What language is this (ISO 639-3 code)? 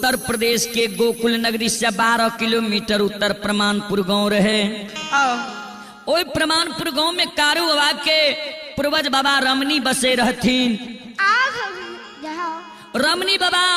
mai